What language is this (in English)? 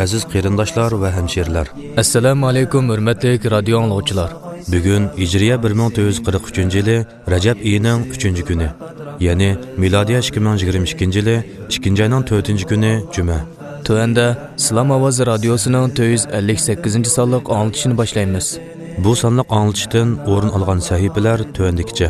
Uyghur